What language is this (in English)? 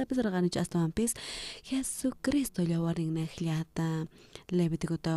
South Bolivian Quechua